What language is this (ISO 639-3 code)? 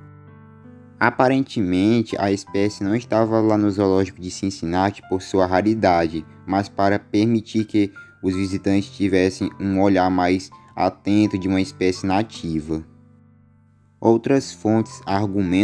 por